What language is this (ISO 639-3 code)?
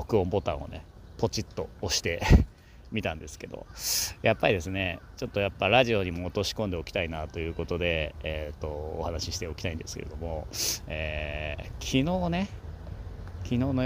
jpn